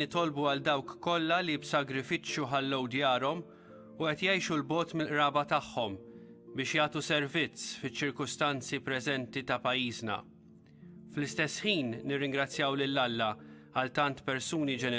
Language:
Maltese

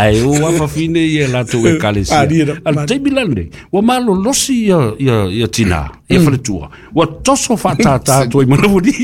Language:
Samoan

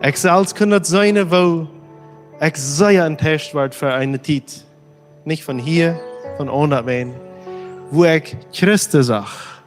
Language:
Plautdietsch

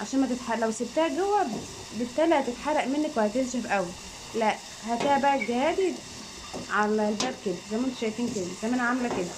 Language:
Egyptian Arabic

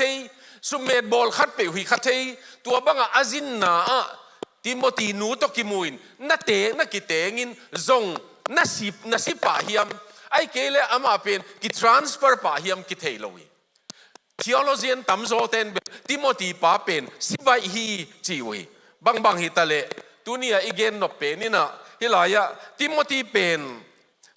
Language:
Tedim Chin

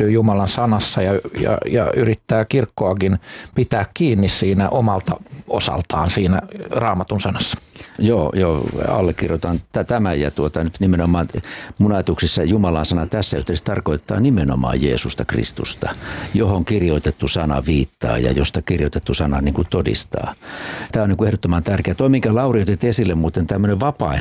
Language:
Finnish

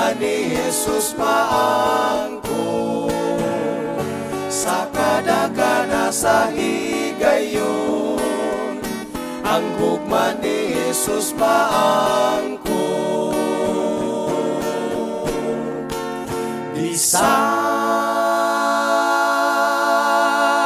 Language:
Cebuano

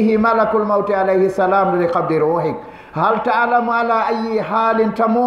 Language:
Fula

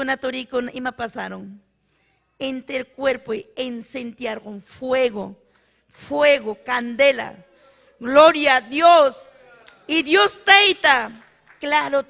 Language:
Ayacucho Quechua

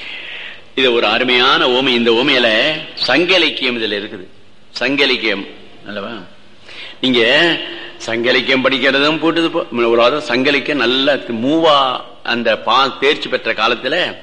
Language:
Tamil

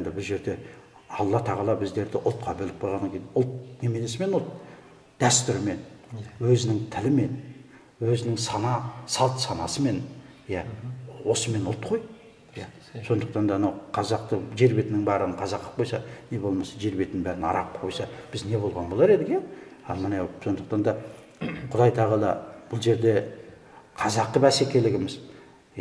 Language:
Kazakh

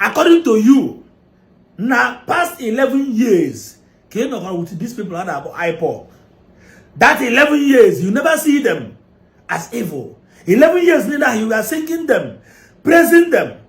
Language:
Igbo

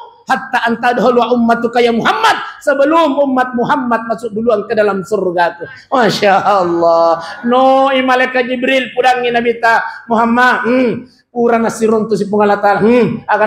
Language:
Buginese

